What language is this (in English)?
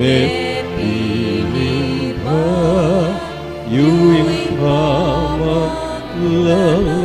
Pampanga